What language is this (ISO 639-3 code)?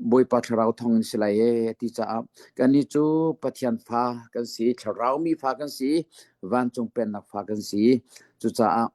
cnh